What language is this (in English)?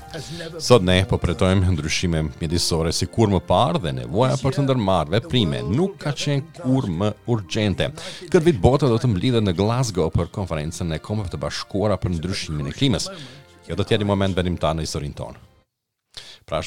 Albanian